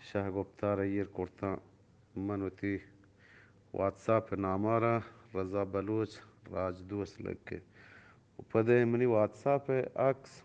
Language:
Eastern Balochi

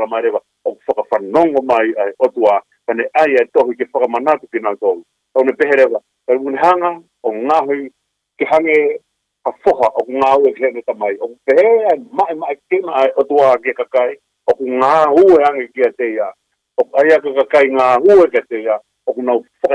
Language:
Tongan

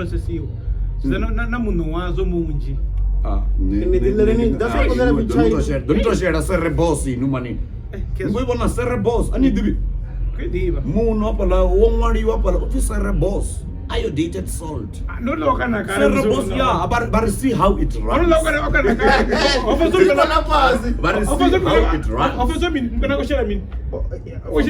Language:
Venda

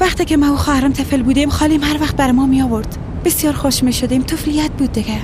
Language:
Persian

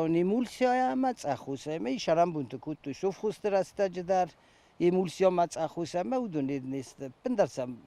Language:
Ossetic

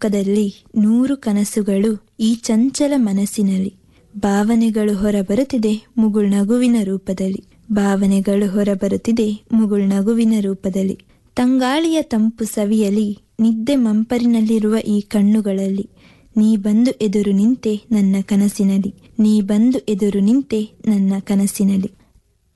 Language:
Kannada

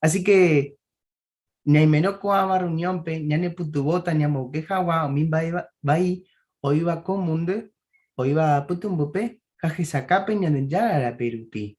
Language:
Guarani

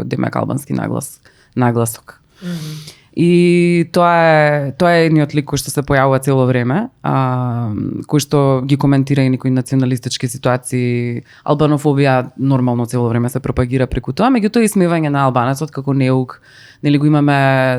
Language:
Macedonian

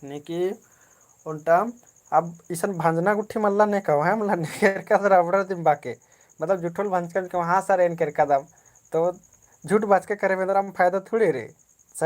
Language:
Kurukh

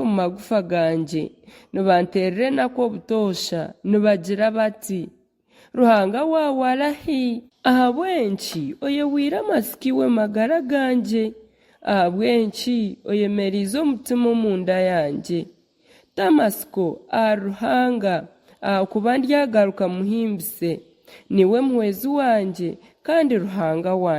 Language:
Nyankole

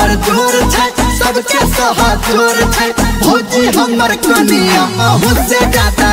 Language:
Maithili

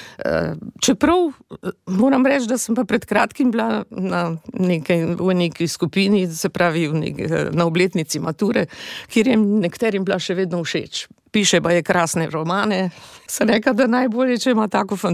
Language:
Slovenian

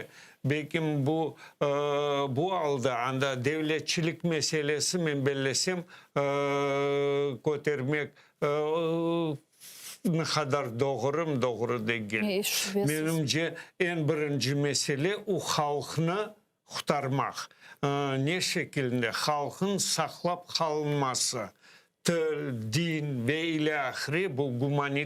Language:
Crimean Tatar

